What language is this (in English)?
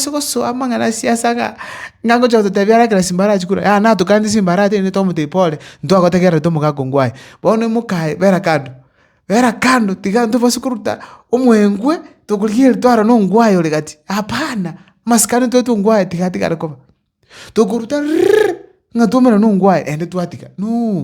Gusii